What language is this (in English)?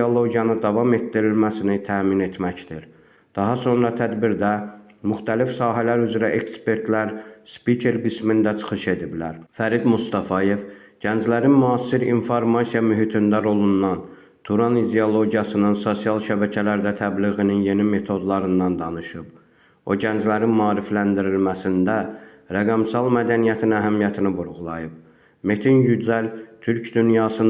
Azerbaijani